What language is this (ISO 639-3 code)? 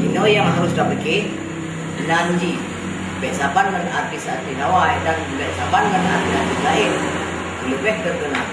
ace